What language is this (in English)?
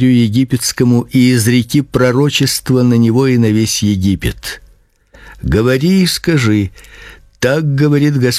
Russian